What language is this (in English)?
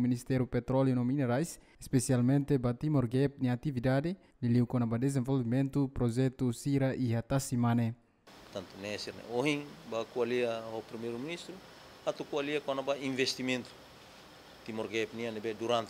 Tetum